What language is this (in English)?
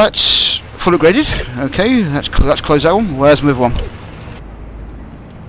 English